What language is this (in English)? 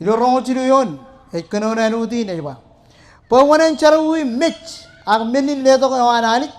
Marshallese